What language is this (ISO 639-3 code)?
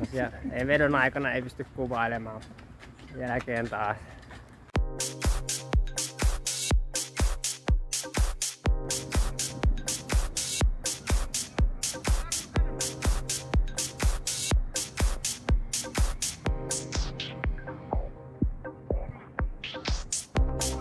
fin